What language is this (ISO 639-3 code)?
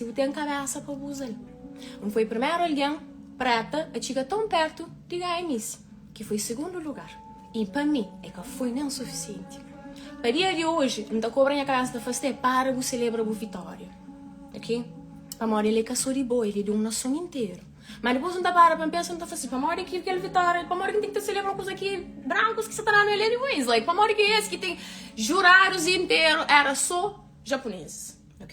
kea